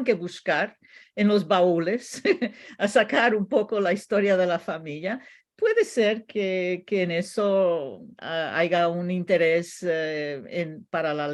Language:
Ladino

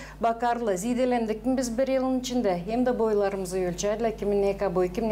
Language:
Gagauz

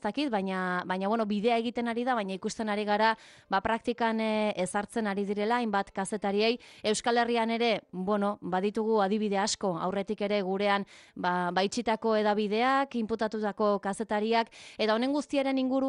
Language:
Basque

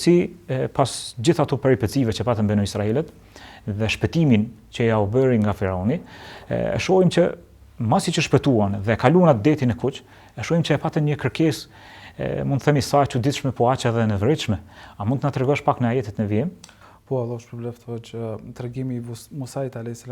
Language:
Albanian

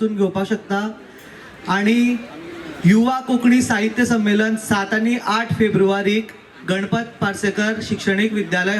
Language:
Konkani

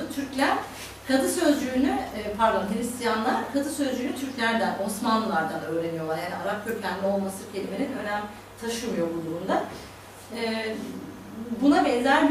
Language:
Turkish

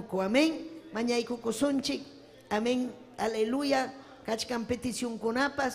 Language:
Ayacucho Quechua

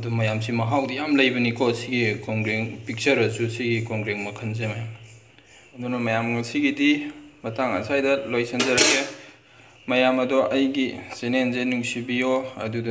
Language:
Manipuri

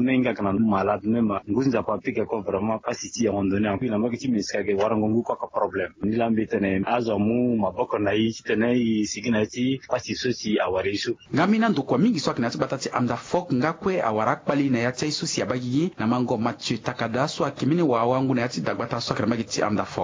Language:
Sango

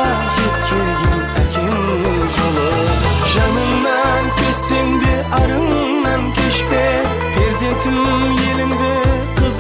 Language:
Kara-Kalpak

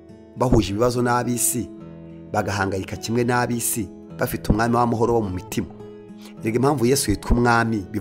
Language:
Kinyarwanda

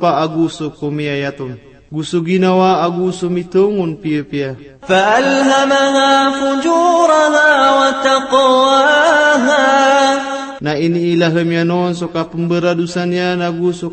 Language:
Maranao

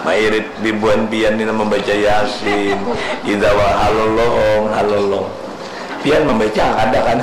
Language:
Banjar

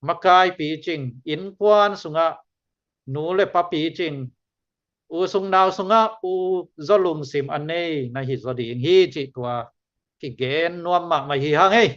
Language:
Tedim Chin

